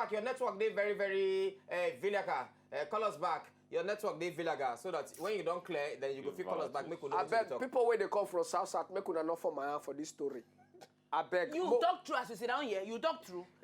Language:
Nigerian Pidgin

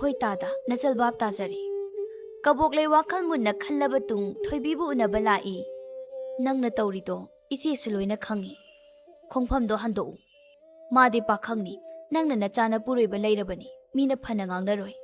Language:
Manipuri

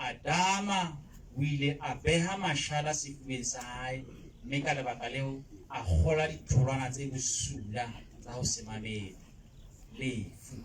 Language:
Southern Sotho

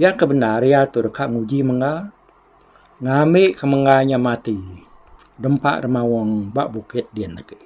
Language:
Iban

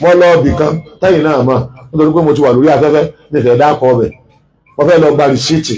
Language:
Yoruba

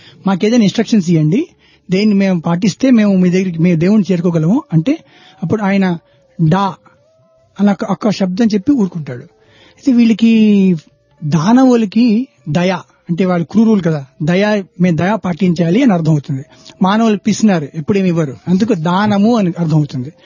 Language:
Telugu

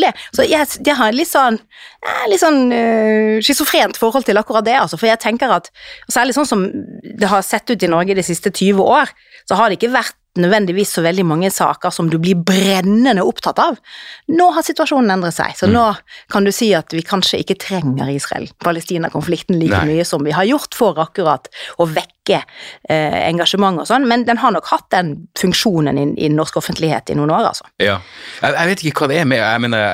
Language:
Norwegian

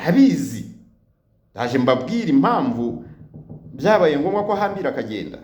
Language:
Kinyarwanda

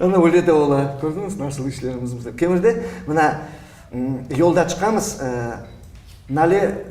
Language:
Crimean Tatar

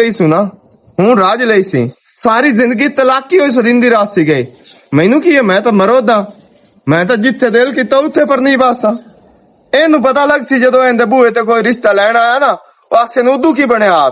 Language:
Western Panjabi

